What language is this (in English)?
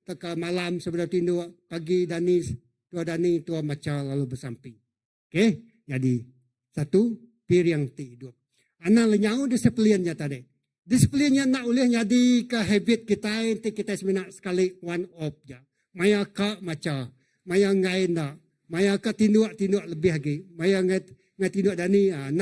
Iban